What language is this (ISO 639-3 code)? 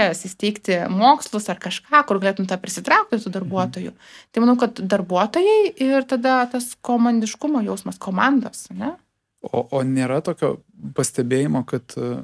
lit